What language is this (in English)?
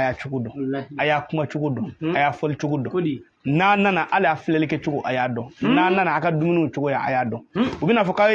Bambara